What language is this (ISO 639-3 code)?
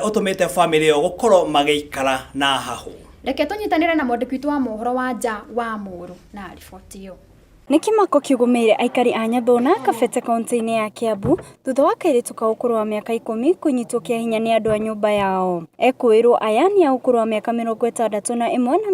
kik